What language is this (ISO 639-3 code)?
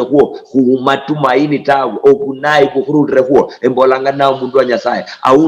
luy